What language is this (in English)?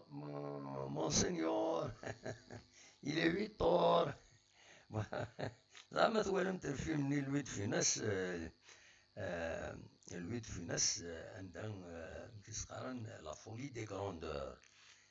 Kabyle